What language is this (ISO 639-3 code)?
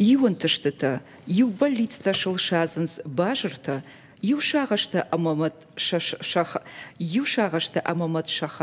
oss